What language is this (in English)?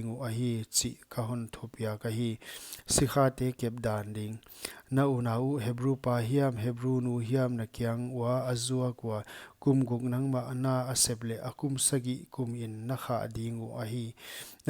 Paite Chin